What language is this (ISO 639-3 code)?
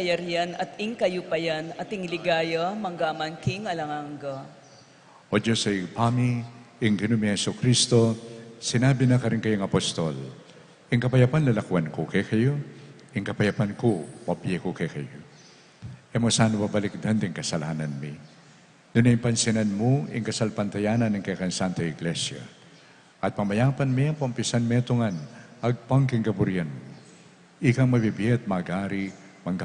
pam